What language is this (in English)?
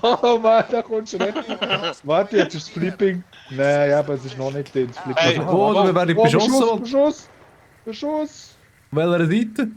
Swiss German